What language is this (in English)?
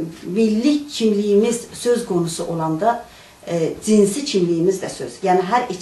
South Azerbaijani